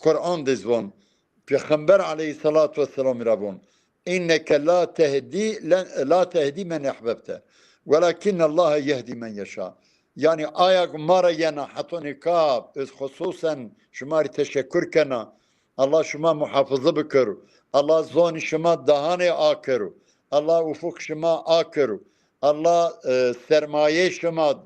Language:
Zaza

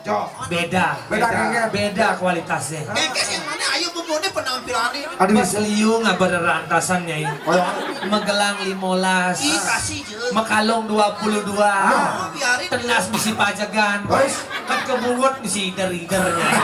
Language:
Balinese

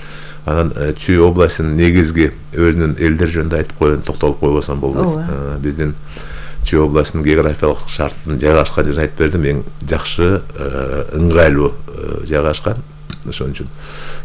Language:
Kyrgyz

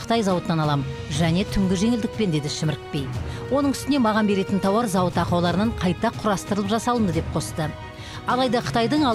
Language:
Kazakh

